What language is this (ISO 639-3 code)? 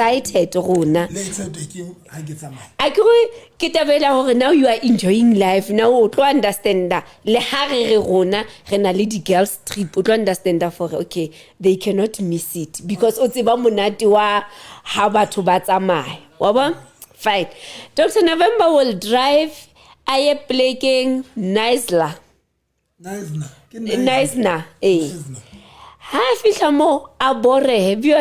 sot